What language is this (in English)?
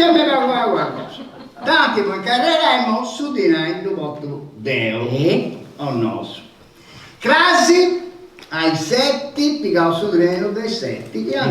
Sardinian